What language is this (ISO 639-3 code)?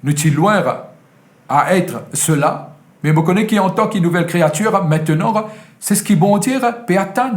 mfe